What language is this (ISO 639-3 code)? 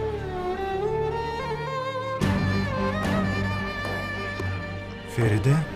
tur